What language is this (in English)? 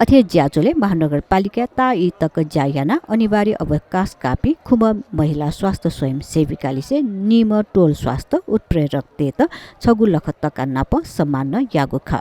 Newari